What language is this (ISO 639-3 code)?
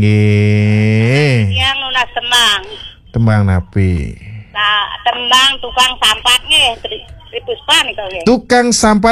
ban